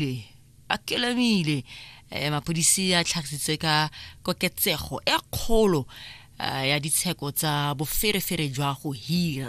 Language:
Tswana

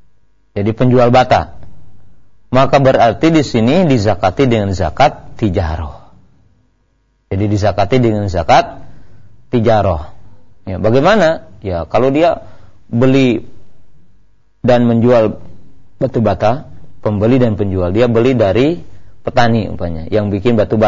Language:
Indonesian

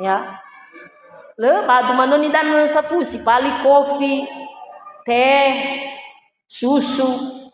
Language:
Nias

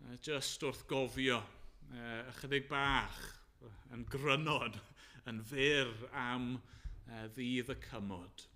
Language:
Welsh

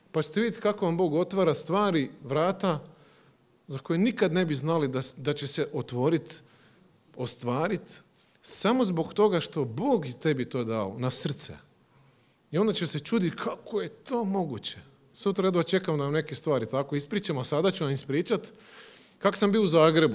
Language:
Croatian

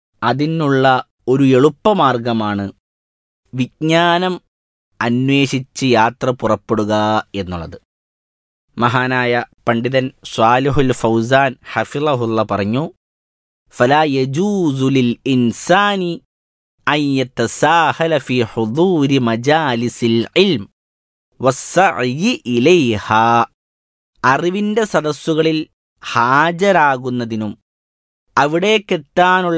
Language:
Malayalam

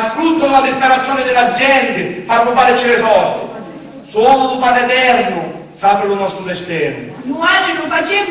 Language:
Sicilian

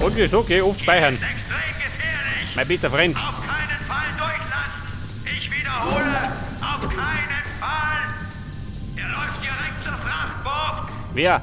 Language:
Bavarian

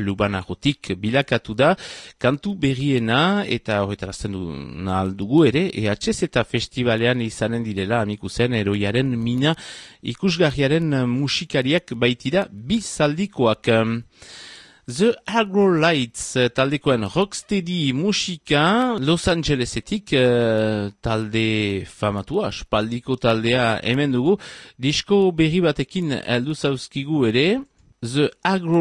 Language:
Basque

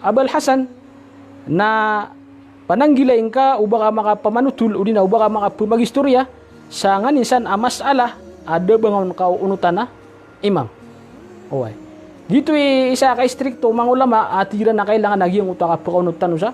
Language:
Maranao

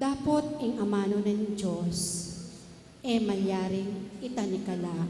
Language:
Pampanga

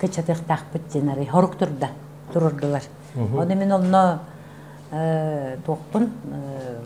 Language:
Yakut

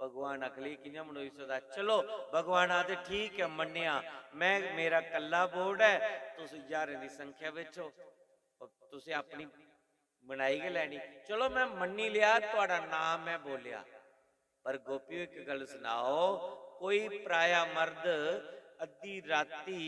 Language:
Dogri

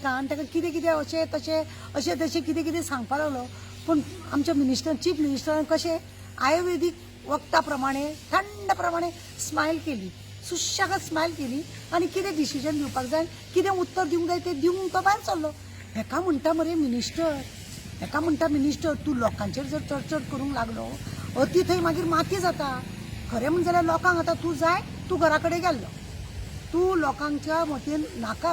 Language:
Konkani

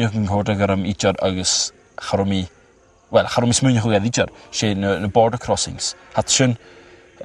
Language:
Scottish Gaelic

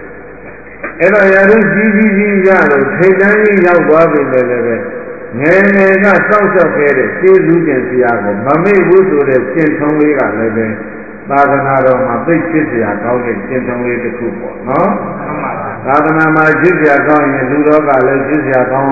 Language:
Burmese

